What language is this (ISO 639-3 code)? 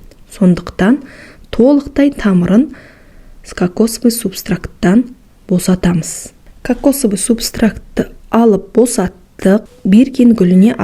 kaz